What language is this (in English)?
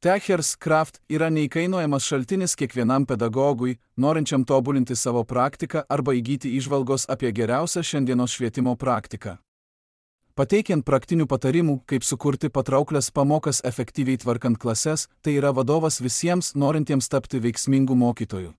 Lithuanian